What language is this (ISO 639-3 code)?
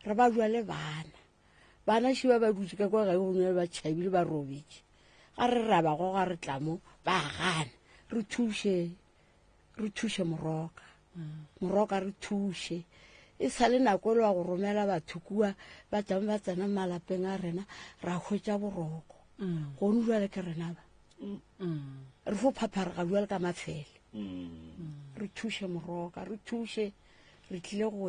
nso